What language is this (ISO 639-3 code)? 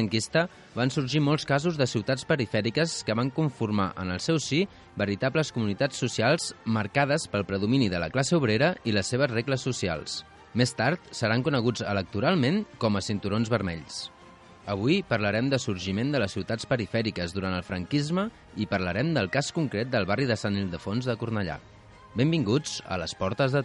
cat